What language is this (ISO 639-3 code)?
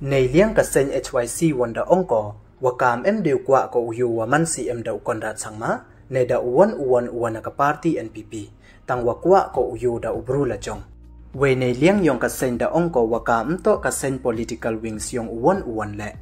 pbv